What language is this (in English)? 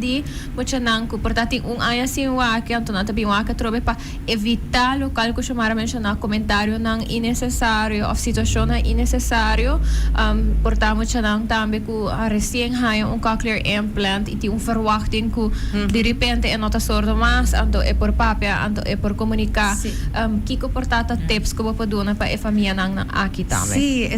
Papiamento